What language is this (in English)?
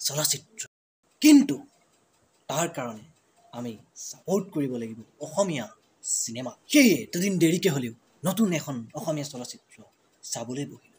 Assamese